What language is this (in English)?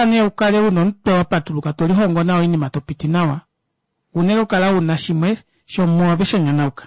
Kuanyama